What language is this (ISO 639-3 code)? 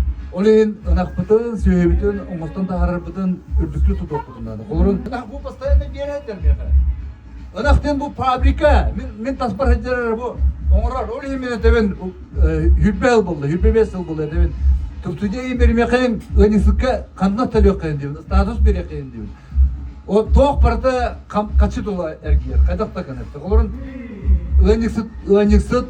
sah